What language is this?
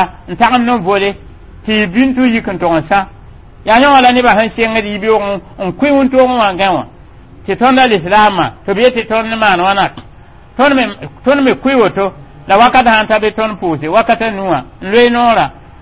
Mossi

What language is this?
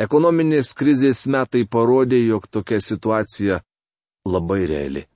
Lithuanian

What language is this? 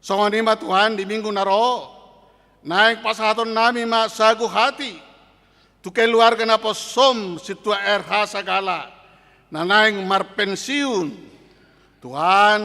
Batak Toba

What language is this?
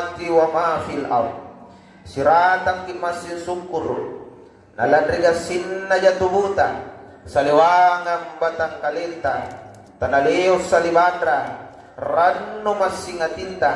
Makasar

